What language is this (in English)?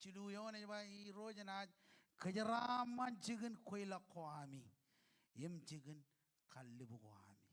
Marshallese